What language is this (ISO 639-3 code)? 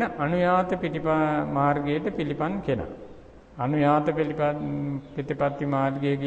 sin